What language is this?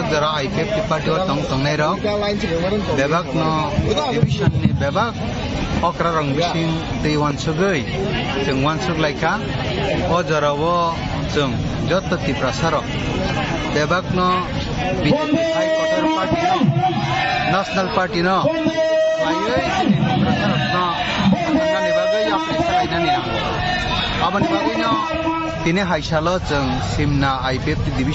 Kok Borok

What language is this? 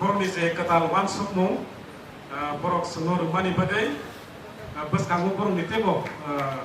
Kok Borok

